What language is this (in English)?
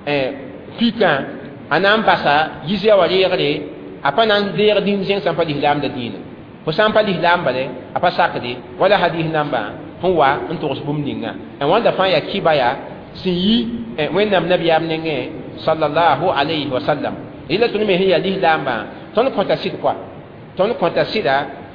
Mossi